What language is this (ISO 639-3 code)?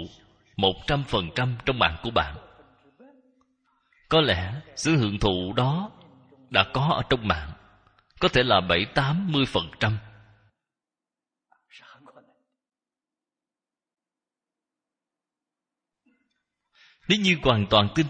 vie